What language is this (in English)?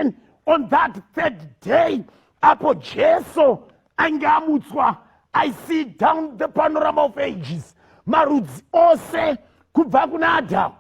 Shona